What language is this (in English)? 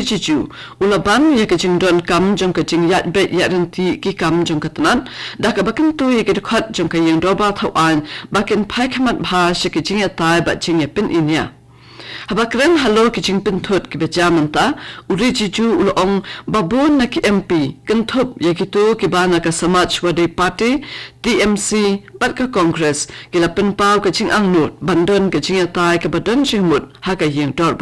Khasi